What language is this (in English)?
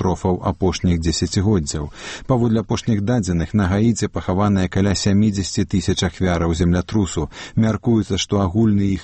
Belarusian